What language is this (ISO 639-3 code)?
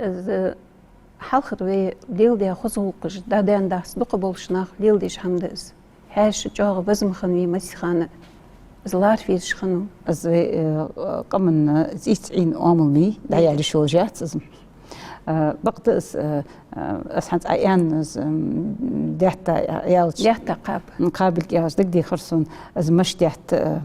inh